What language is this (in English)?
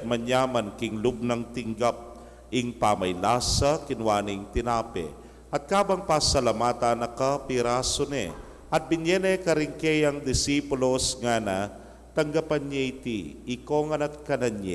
Pampanga